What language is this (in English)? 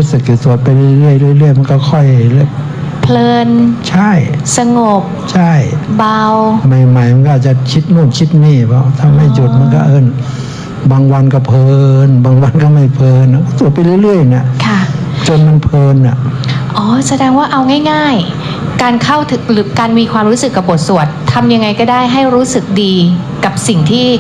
Thai